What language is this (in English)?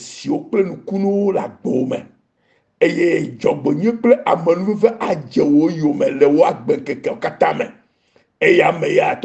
Ewe